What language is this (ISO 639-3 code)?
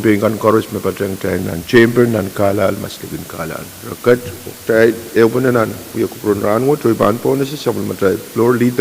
pon